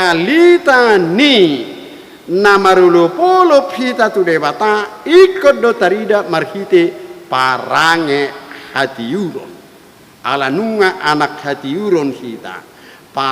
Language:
Batak Toba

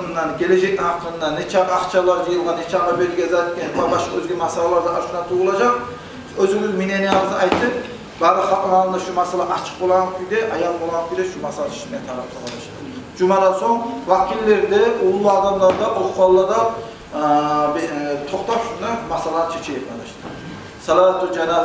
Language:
Kumyk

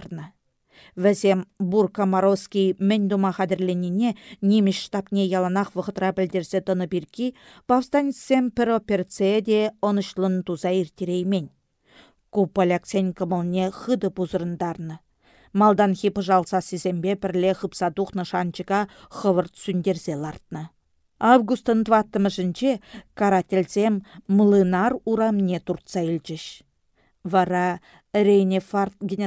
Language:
Chuvash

